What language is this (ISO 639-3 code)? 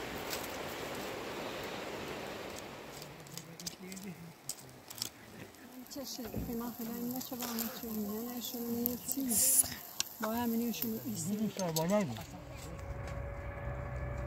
fas